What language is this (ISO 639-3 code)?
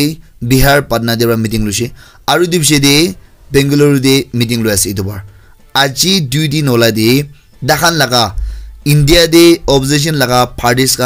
nag